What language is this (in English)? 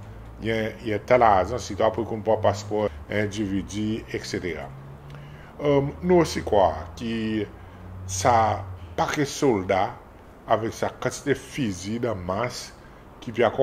Seselwa Creole French